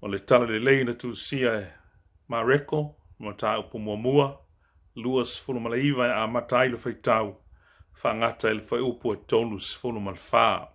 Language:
Samoan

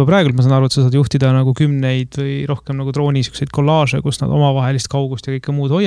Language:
Estonian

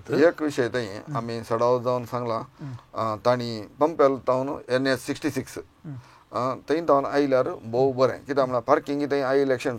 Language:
Konkani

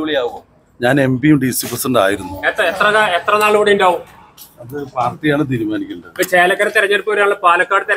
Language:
Malayalam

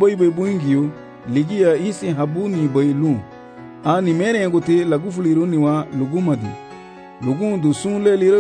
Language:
Garifuna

